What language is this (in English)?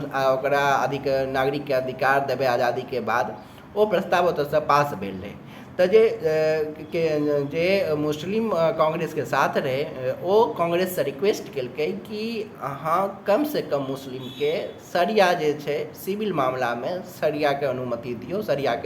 Maithili